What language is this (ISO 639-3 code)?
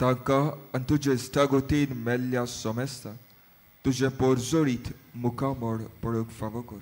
kok